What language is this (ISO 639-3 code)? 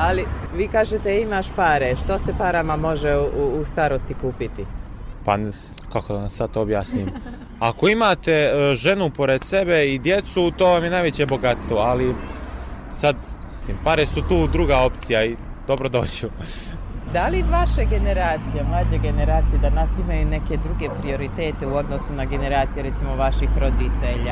bos